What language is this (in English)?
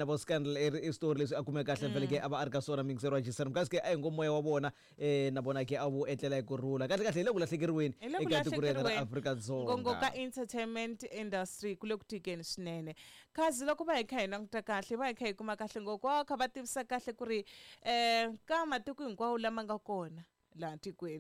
Tsonga